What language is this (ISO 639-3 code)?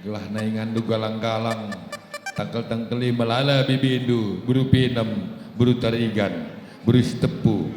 btx